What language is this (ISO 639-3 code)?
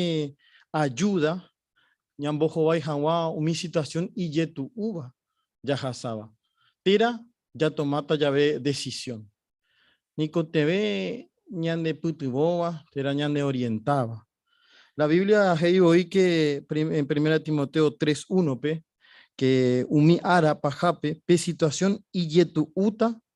grn